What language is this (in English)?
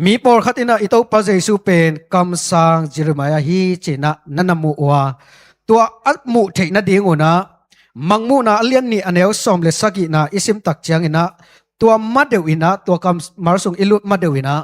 Tedim Chin